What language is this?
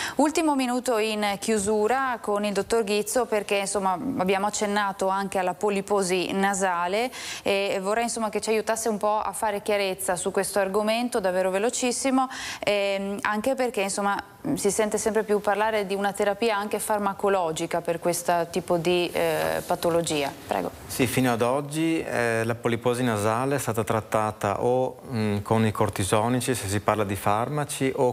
Italian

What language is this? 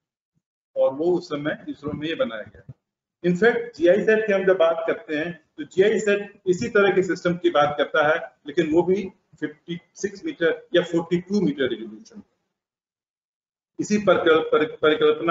Hindi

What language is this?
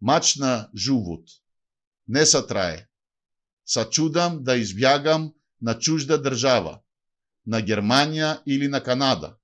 Macedonian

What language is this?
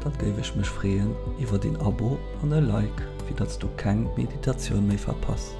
Luxembourgish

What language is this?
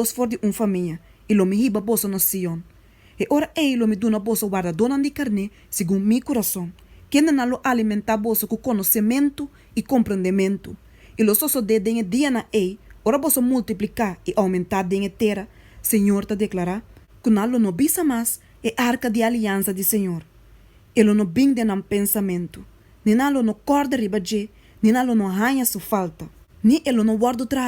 Papiamento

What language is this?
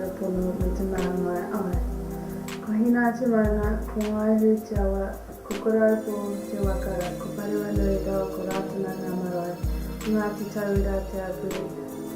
Māori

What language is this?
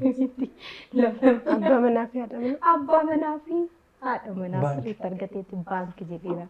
Oromo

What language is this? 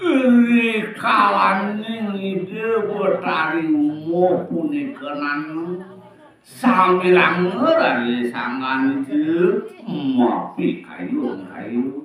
Balinese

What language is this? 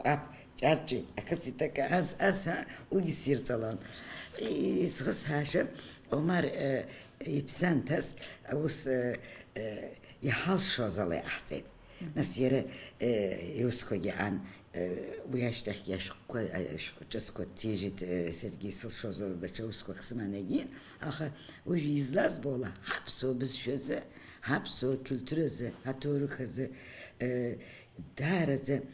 Abkhazian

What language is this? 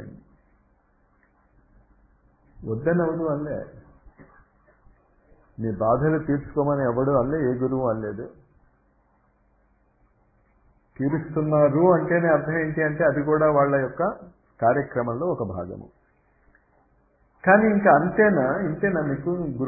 Telugu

